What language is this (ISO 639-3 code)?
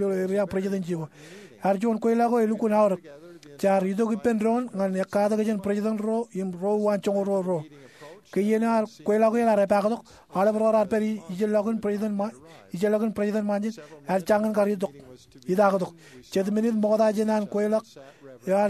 mah